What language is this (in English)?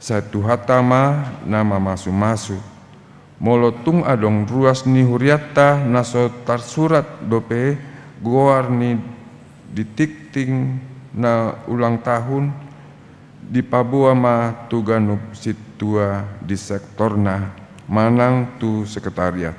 Batak Toba